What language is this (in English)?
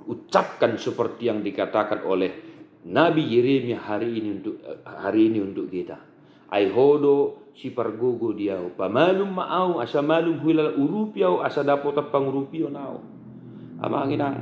Batak Toba